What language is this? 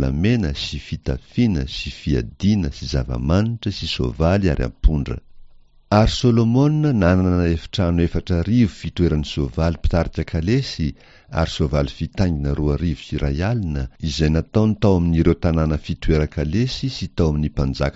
Malagasy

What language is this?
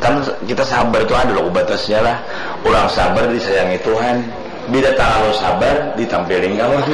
Banjar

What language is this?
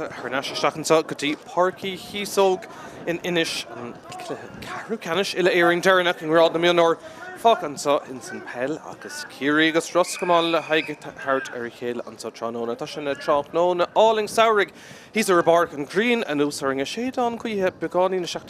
Irish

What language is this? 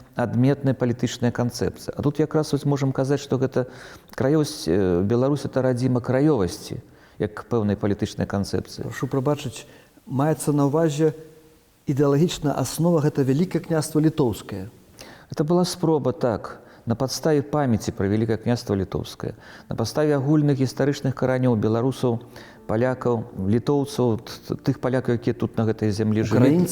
Belarusian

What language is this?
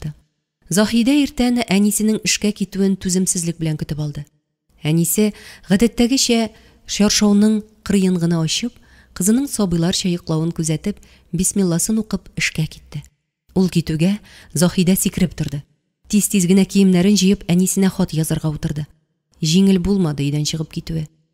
Tatar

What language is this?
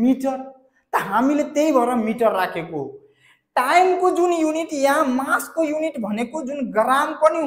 Nepali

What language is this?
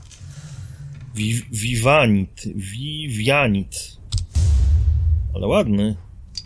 Polish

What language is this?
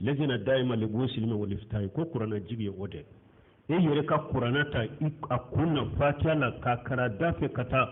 Bambara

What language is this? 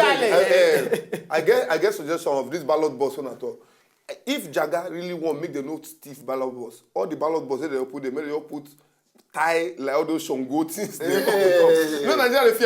Nigerian Pidgin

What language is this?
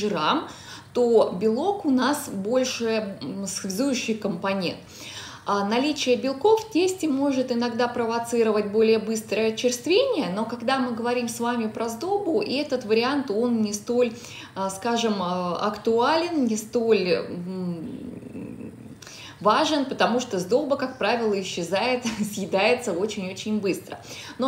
Russian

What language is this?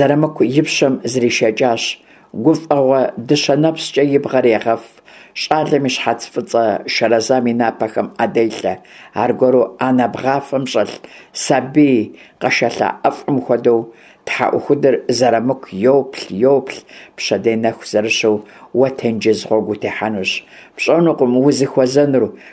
Kabardian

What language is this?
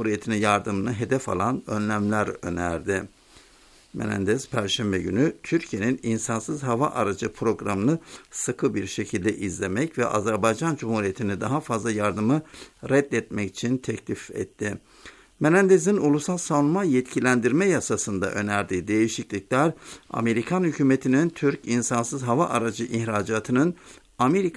Turkish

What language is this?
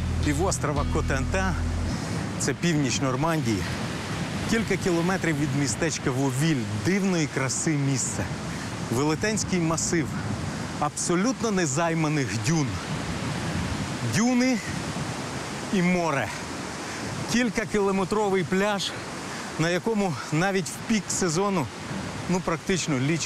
Ukrainian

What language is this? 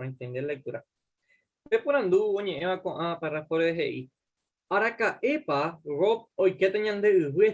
Guarani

